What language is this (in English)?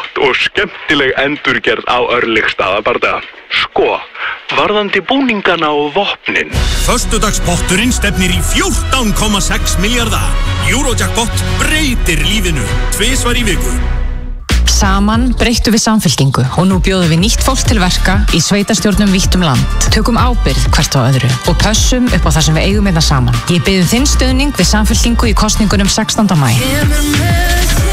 Icelandic